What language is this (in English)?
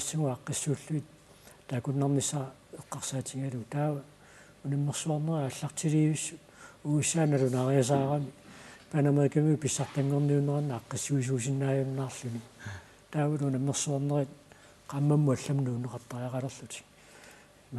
Kalaallisut